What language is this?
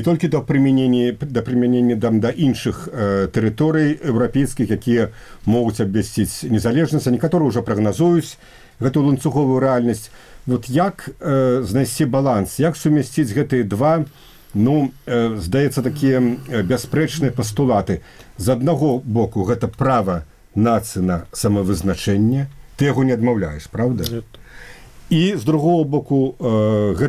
Belarusian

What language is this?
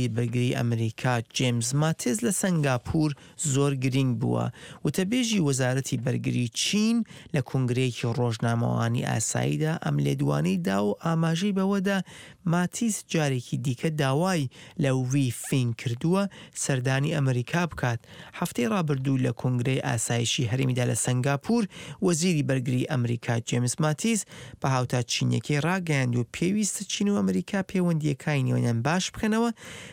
Central Kurdish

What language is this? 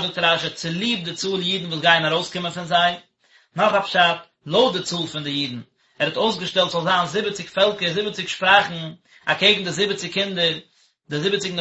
Yiddish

